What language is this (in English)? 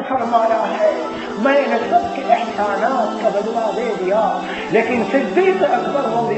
Urdu